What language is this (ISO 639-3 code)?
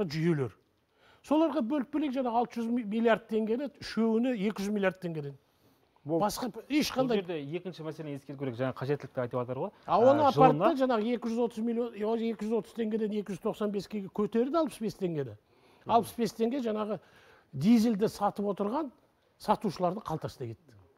kaz